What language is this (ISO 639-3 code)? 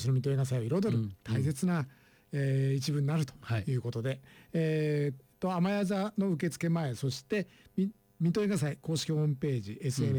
jpn